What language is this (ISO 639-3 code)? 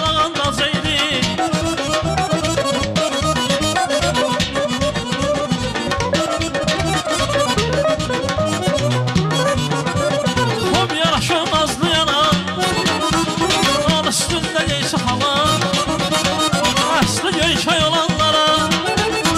aze